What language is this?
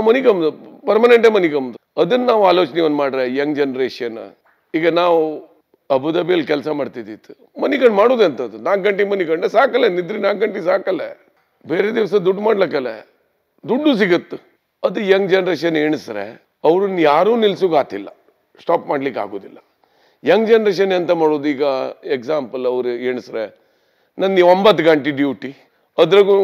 Kannada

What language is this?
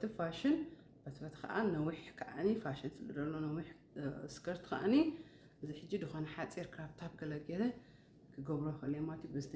Tigrinya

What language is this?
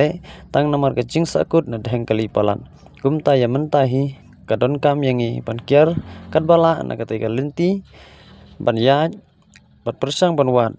Khasi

